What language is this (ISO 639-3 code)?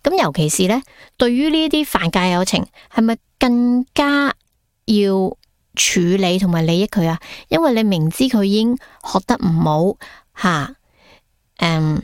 yue